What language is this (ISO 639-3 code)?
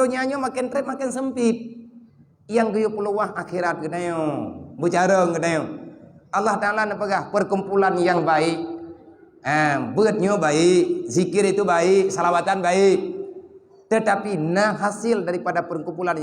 ace